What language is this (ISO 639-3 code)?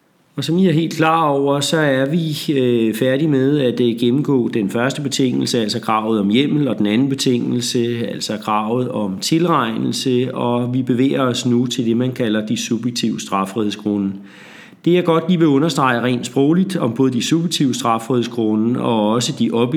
dan